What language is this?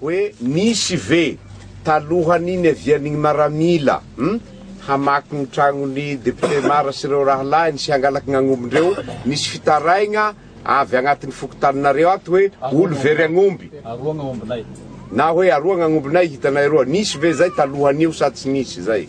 Malagasy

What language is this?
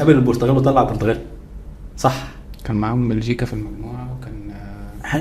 Egyptian Arabic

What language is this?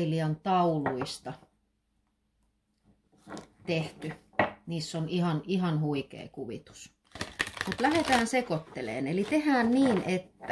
Finnish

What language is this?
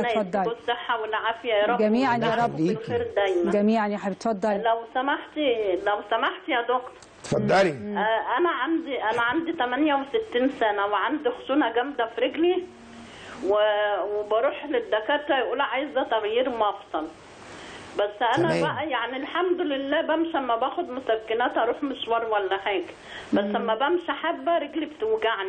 Egyptian Arabic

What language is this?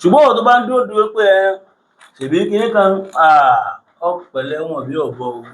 Yoruba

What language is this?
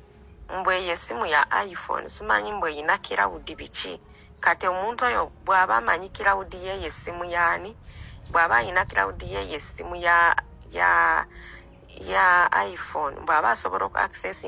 Ganda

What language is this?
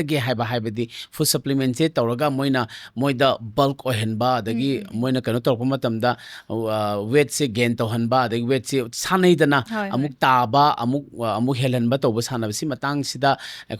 Manipuri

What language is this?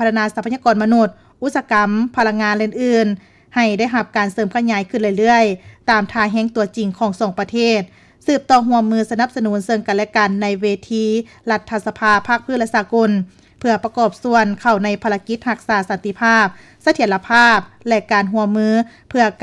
Lao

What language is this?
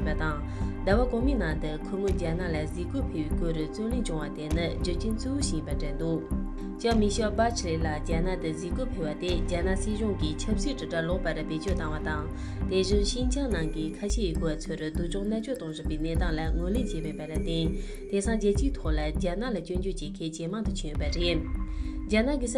Tibetan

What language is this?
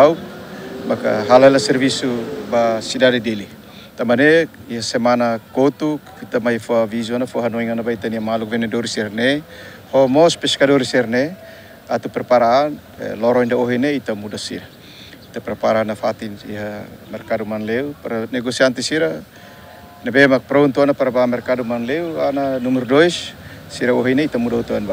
Tetum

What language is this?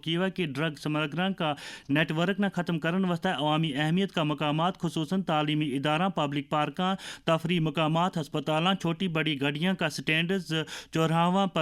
Gujari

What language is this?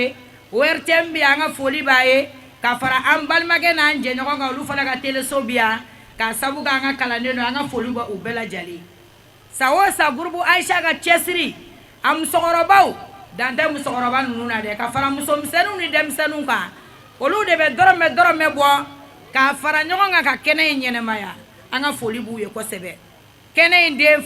Bambara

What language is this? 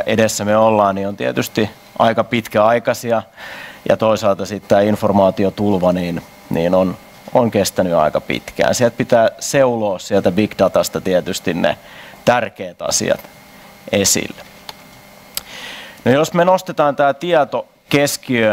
Finnish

